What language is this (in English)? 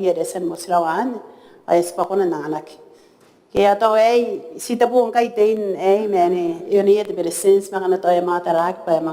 Gilbertese